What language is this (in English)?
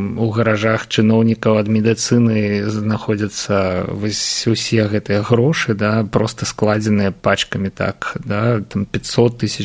Belarusian